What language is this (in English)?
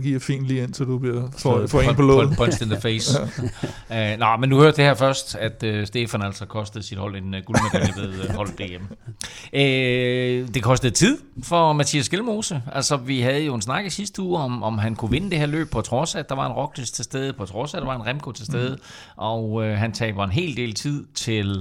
Danish